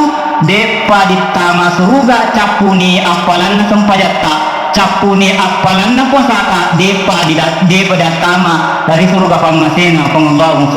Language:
Buginese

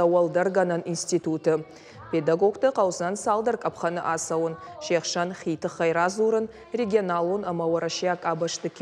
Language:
Ossetic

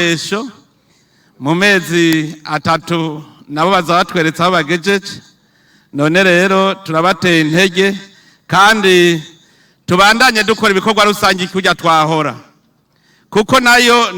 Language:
Rundi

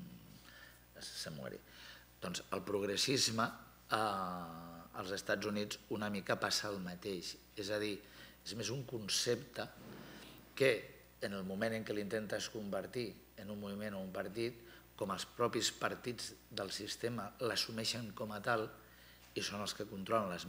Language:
Catalan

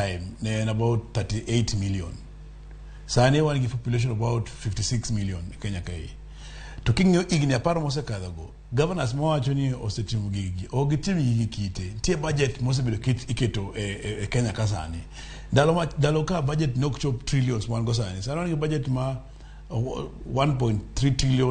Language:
Luo (Kenya and Tanzania)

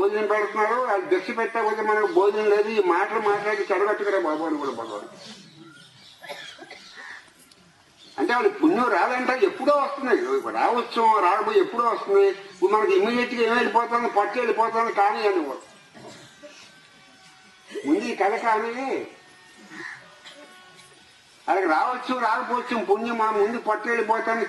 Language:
Telugu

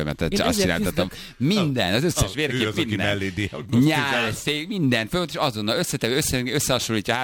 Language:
Hungarian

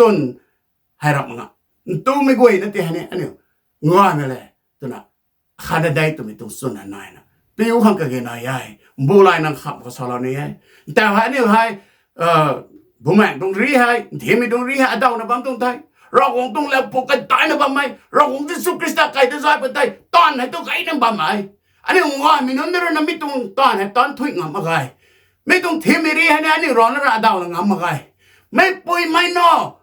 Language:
Rongmei Naga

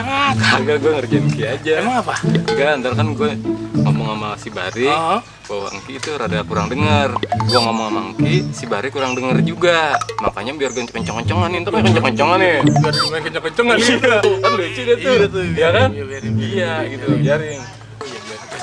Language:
Betawi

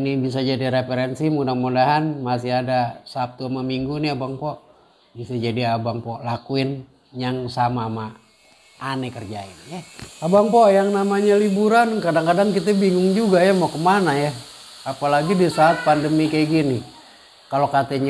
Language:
Betawi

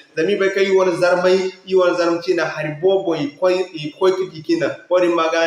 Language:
Zarma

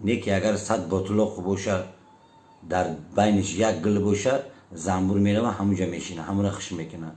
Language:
Tajik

